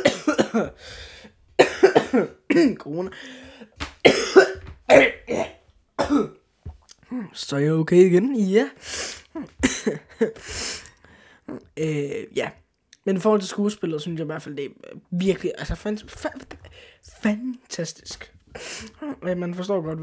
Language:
Danish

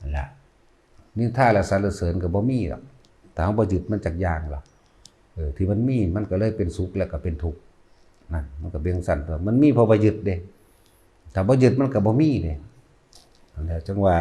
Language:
Northeastern Thai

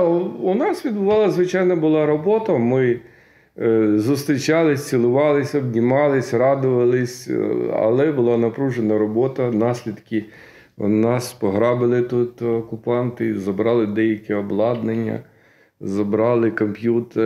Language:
Ukrainian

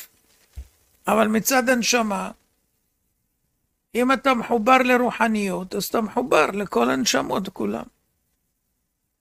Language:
Hebrew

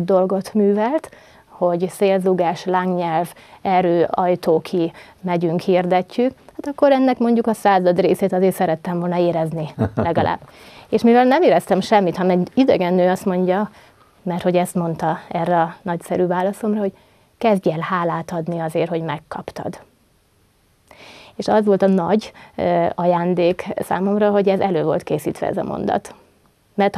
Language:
Hungarian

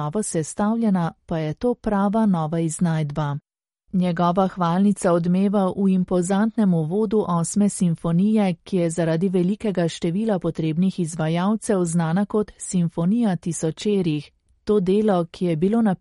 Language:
Slovenian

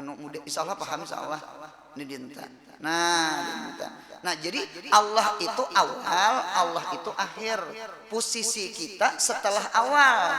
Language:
Banjar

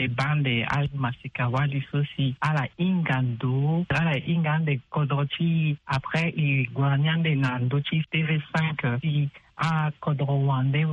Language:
Sango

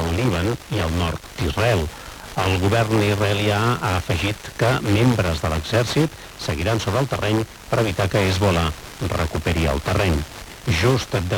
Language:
Catalan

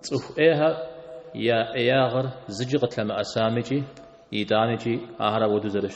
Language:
Kabardian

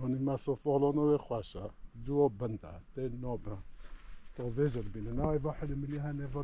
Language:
Kurdish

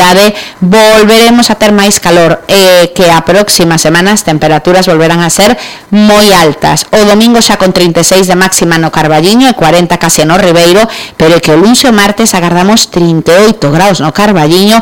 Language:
Galician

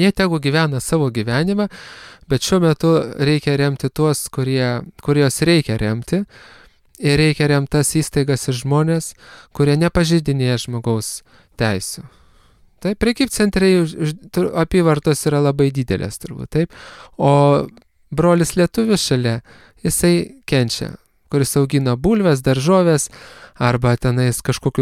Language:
Lithuanian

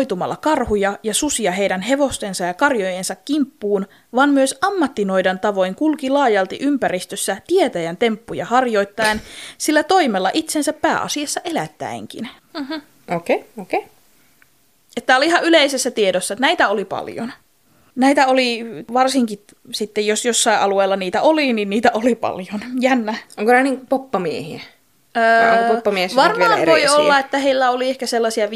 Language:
Finnish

